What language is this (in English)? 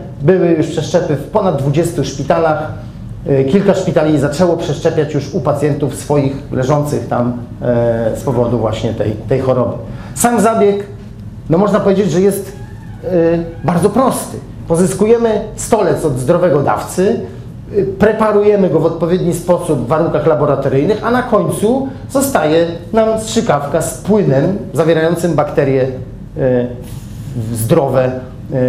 Polish